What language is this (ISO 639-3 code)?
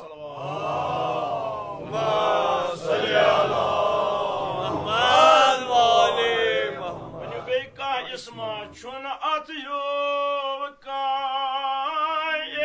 kas